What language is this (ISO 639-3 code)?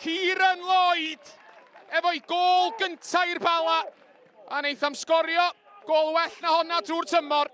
cym